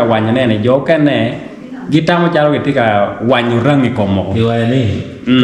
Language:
Acoli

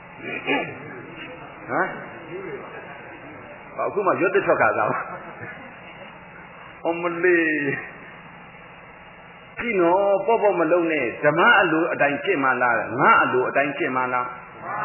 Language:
Burmese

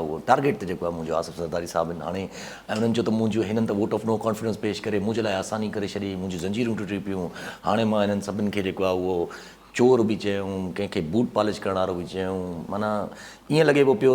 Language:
Sindhi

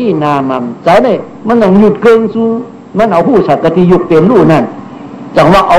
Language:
Shan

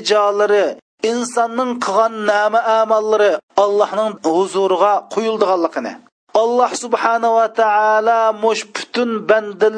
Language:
Uyghur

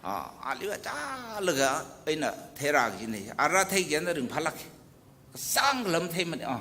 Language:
Tangkhul Naga (India)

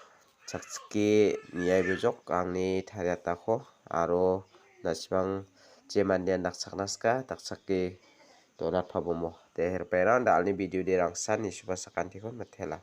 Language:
Garo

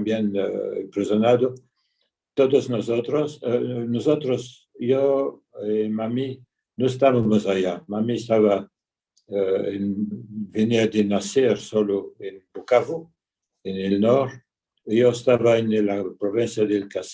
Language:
Ladino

